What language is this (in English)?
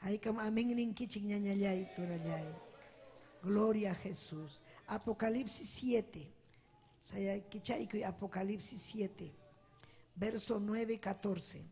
Ayacucho Quechua